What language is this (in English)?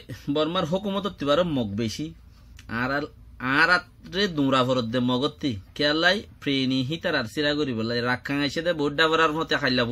Rohingya